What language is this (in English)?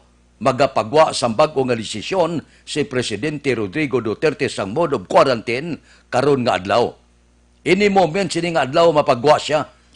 Hiligaynon